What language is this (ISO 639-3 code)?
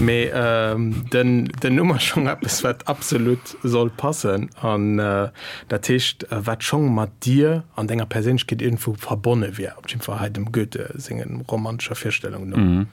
ltz